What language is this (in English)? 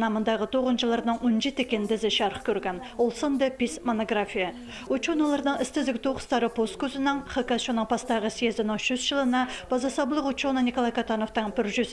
Khakas